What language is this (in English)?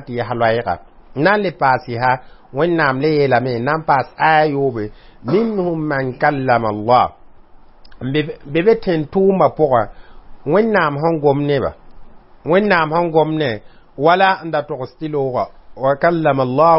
Mossi